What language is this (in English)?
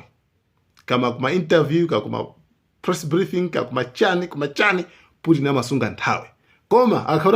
Nyanja